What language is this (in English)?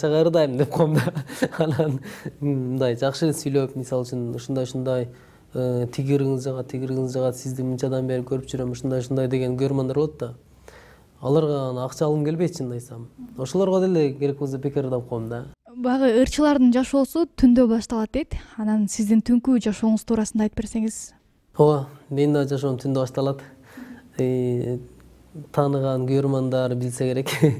Kyrgyz